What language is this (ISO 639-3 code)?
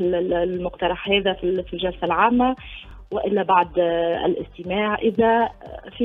aeb